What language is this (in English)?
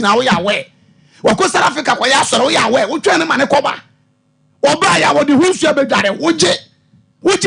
Akan